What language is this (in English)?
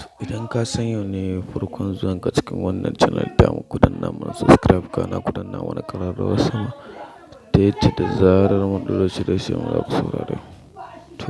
Hausa